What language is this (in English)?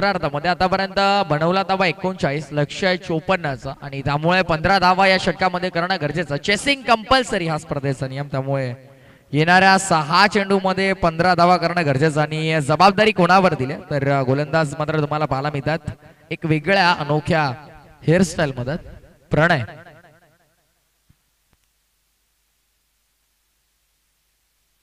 Marathi